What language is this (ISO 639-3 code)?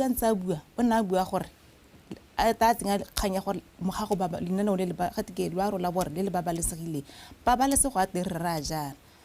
tsn